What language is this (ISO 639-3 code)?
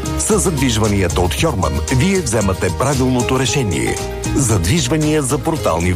bul